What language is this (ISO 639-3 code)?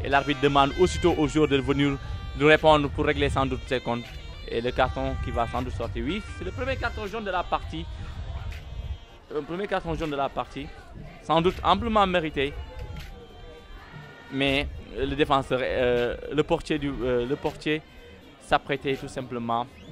fra